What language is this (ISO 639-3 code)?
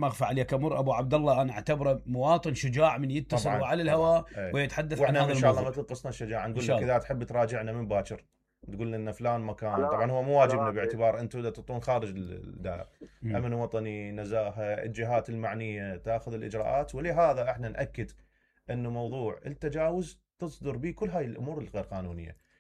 acm